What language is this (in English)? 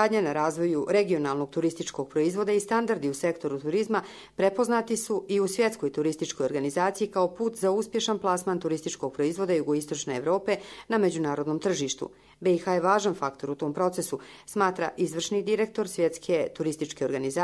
Croatian